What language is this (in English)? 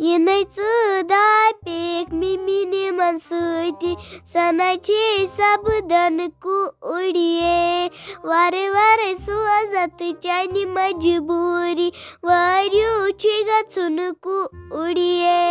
Kashmiri